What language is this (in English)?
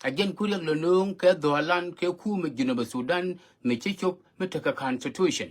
Nuer